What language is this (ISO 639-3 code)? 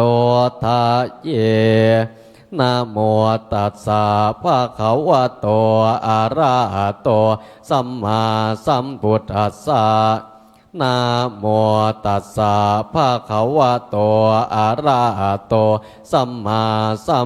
pli